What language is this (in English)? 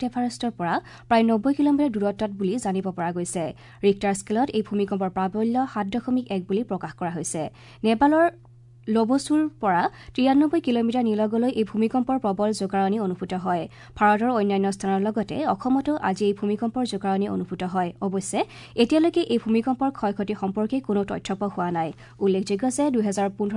Assamese